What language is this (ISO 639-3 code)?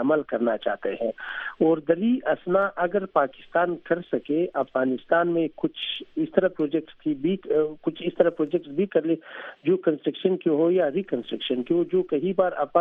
urd